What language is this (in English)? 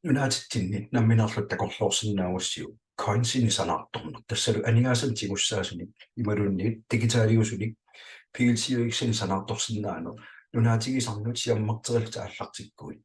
Kalaallisut